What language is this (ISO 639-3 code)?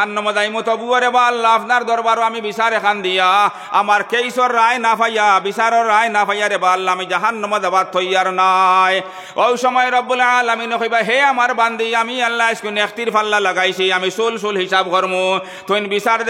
syl